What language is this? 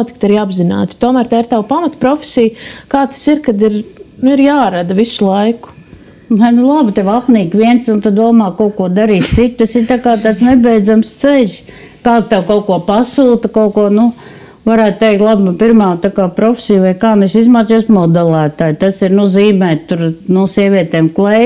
Latvian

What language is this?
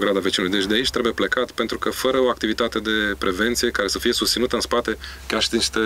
Romanian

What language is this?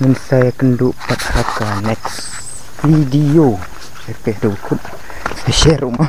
Khasi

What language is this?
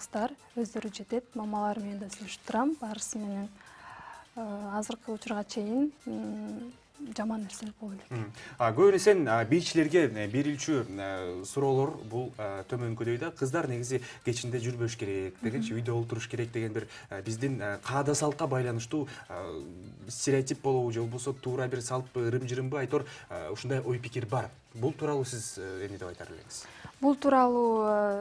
Kyrgyz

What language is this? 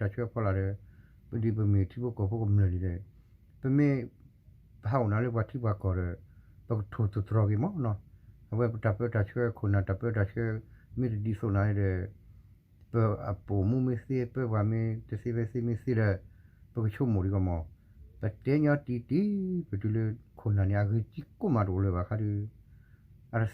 S'gaw Karen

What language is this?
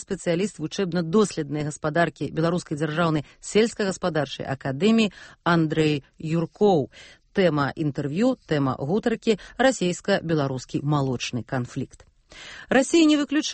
Belarusian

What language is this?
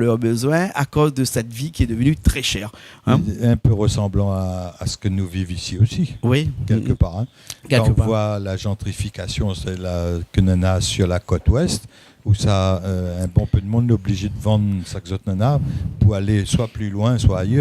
Réunion Creole French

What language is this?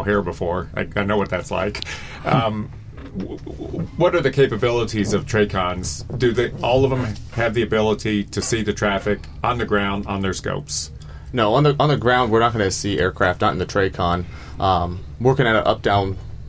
English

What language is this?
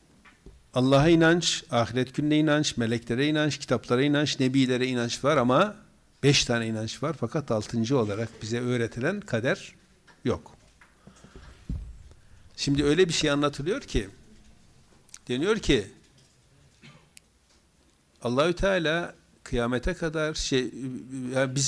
Turkish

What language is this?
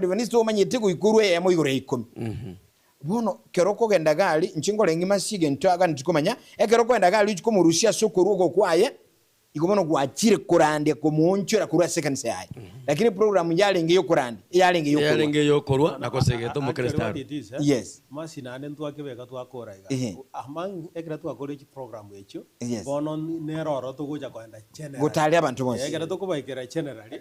Gusii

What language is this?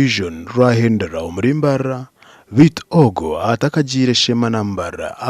Nyankole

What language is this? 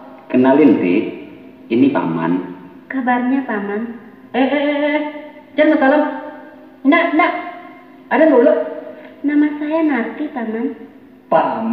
Minangkabau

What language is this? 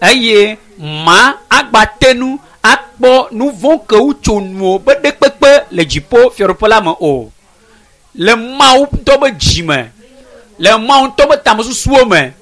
Ewe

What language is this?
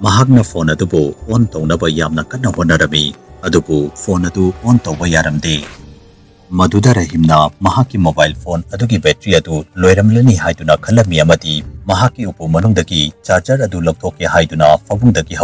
Manipuri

